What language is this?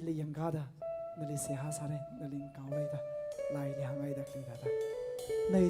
Tangkhul Naga (India)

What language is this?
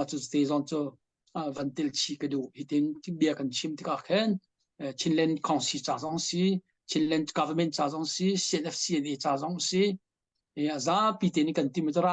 Hakha Chin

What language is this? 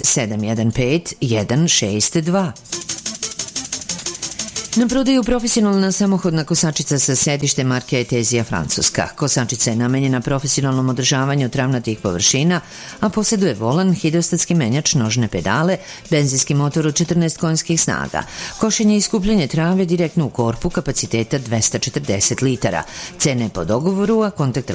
Serbian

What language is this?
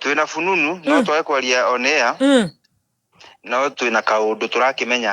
Kikuyu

